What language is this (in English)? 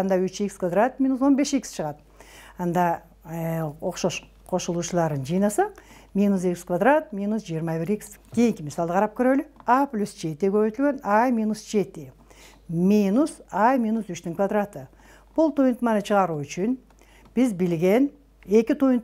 Kyrgyz